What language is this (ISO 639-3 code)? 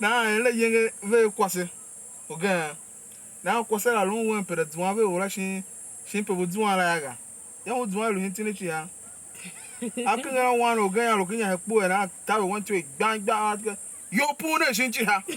tiv